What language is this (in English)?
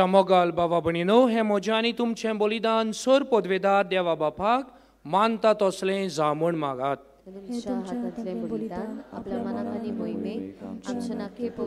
Konkani